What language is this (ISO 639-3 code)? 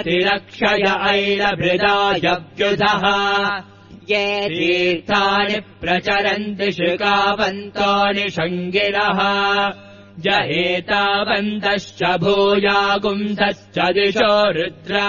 san